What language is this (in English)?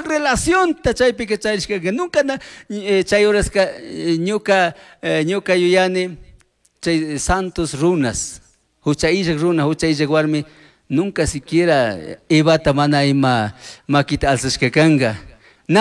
Chimborazo Highland Quichua